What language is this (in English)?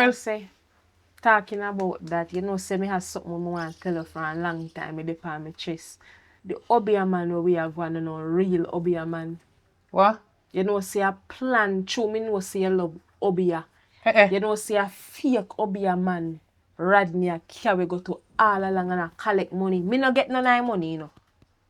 Jamaican Creole English